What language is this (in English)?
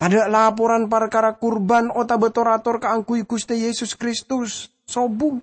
Madurese